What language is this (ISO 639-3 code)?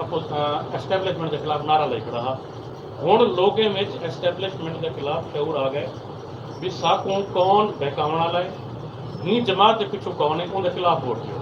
skr